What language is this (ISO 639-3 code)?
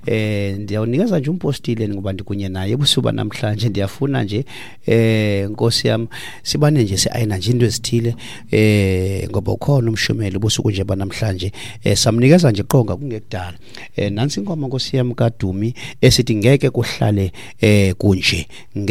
xho